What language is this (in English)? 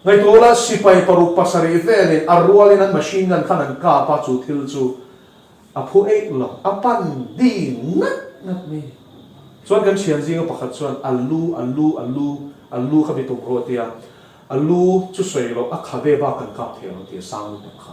Mizo